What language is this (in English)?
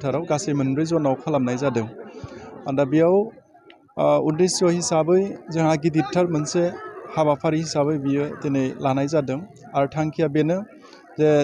Bodo